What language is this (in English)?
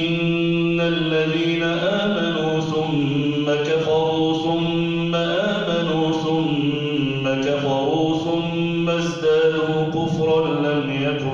Arabic